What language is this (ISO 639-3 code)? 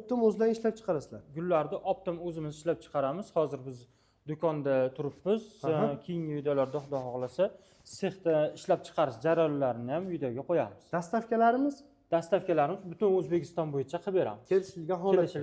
uzb